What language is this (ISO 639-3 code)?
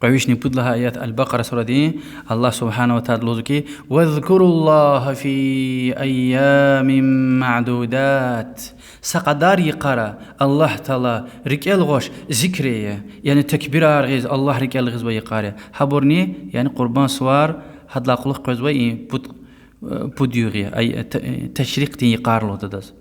lez